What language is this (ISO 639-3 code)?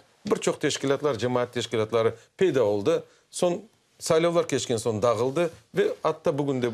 crh